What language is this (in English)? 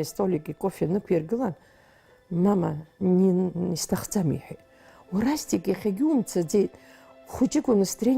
Abkhazian